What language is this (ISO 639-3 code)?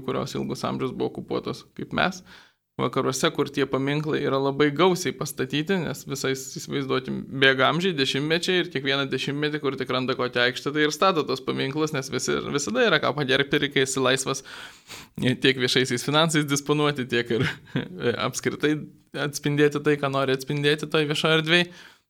lit